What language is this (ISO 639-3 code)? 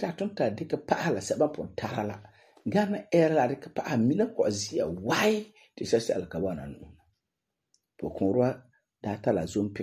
gur